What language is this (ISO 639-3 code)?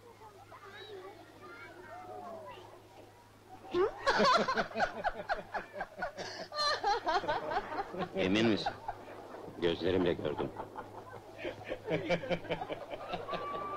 tur